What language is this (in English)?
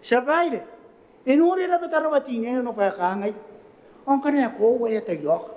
Gilbertese